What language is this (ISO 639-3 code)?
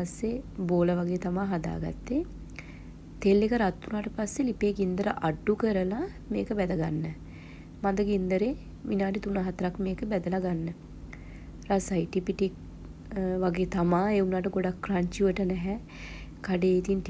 sin